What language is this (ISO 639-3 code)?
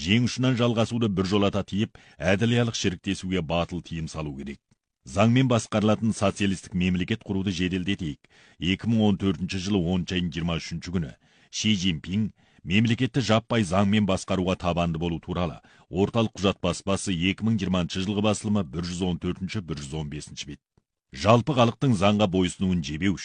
kaz